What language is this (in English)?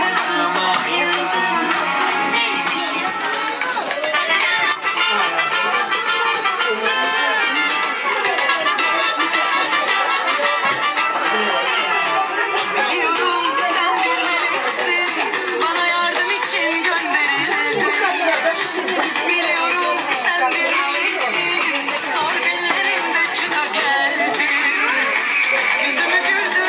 Turkish